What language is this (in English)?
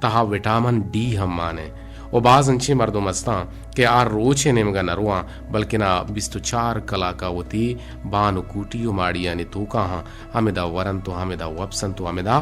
Eastern Balochi